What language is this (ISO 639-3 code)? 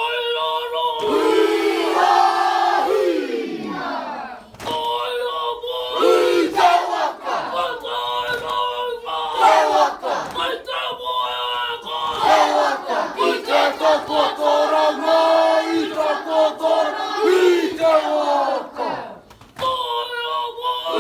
mri